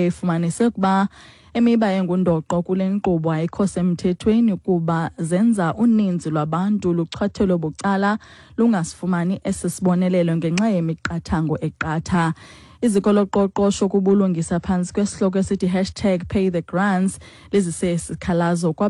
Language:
Xhosa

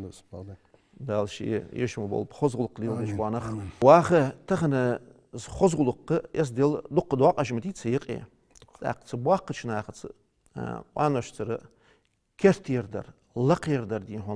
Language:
Ingush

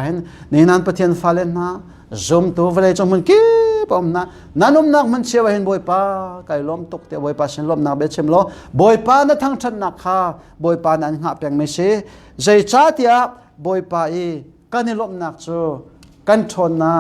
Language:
Hakha Chin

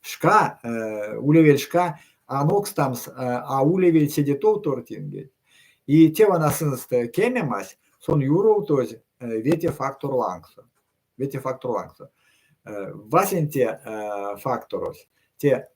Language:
Erzya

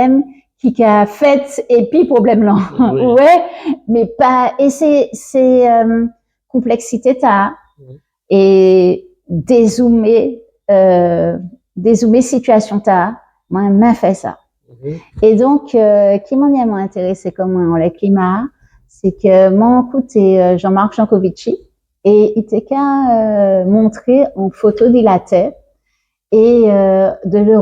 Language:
Guadeloupean Creole French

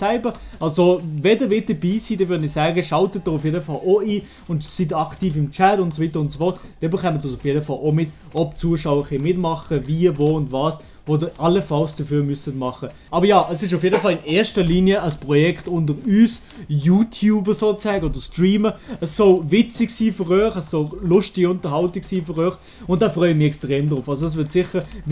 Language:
Swiss German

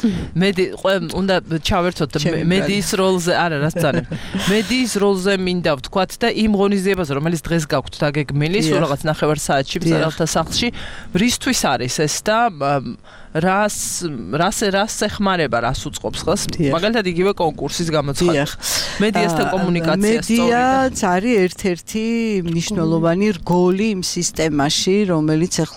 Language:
Georgian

